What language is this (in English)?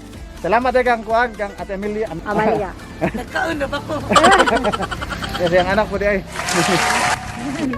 Cebuano